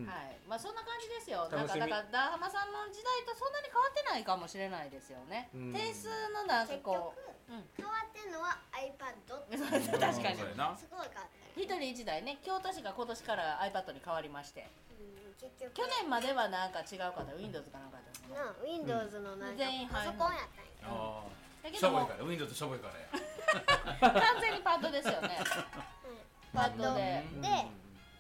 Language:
Japanese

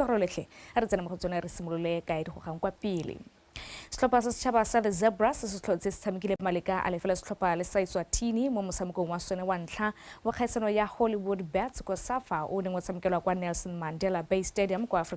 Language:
Tswana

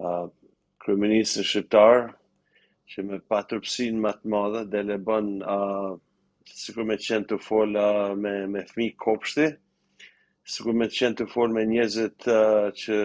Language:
Albanian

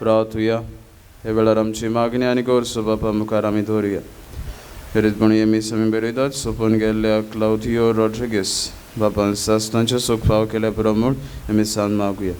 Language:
Konkani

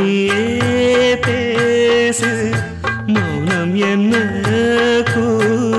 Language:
Tamil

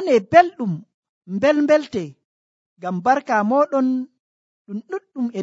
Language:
Nigerian Fulfulde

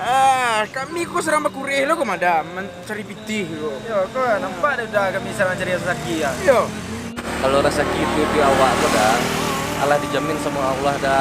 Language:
Minangkabau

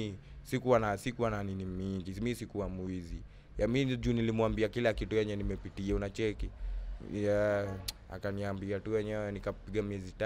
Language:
Swahili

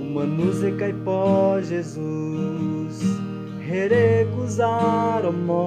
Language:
Guajajára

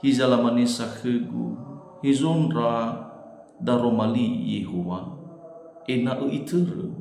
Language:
Nias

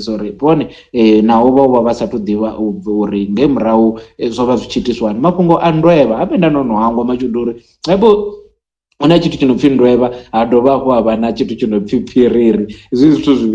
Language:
Venda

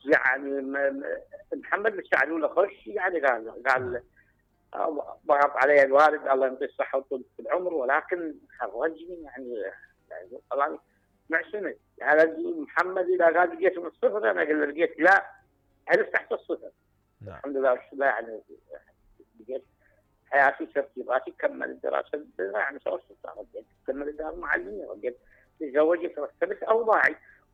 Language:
Mesopotamian Arabic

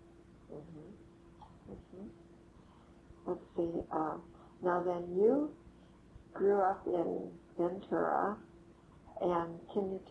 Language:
English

